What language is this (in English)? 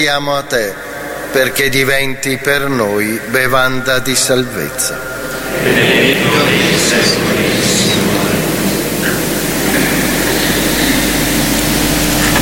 Italian